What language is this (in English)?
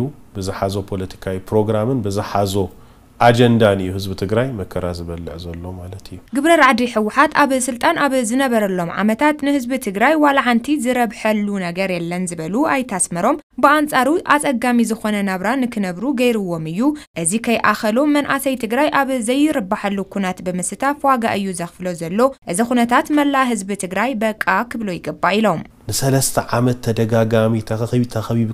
Tigrinya